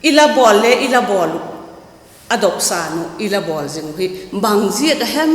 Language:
Vaiphei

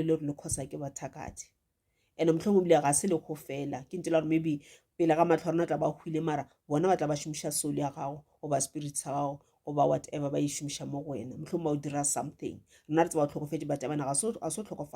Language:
Northern Sotho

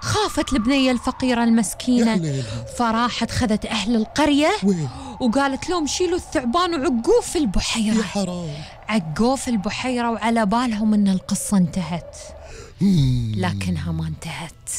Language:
Gulf Arabic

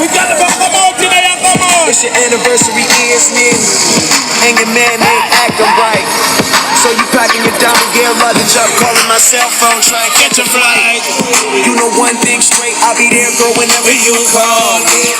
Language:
Jamaican Creole English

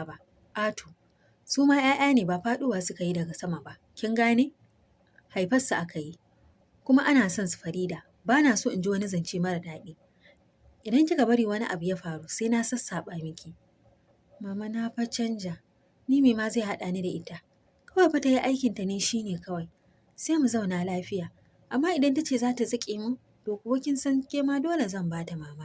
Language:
Hausa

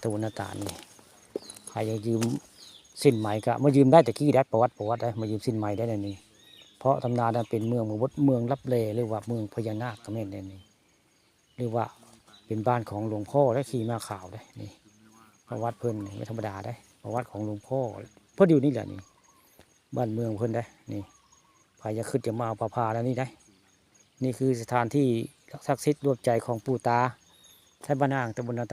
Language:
Northeastern Thai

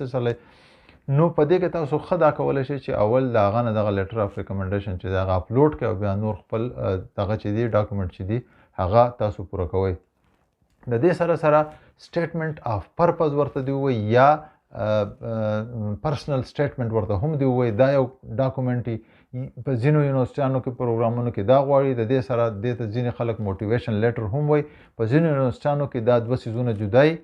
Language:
Pashto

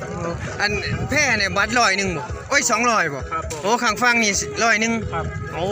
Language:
Northeastern Thai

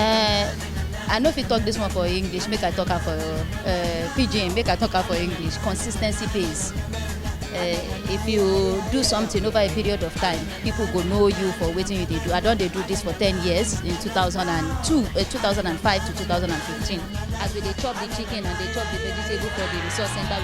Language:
Nigerian Pidgin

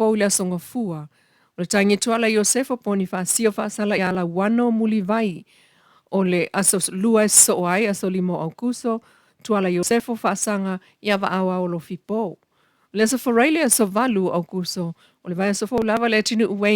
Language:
Samoan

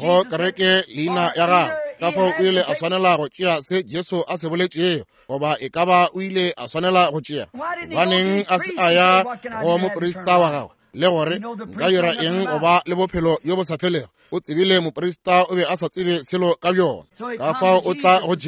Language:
Northern Sotho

